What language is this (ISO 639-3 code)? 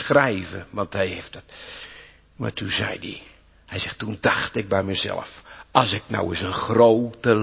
nld